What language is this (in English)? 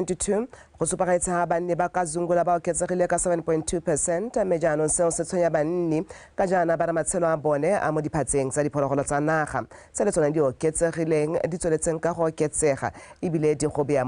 Tswana